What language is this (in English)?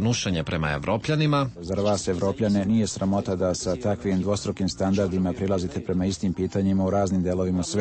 Serbian